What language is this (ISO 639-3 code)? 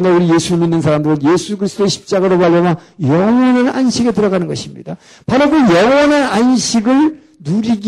kor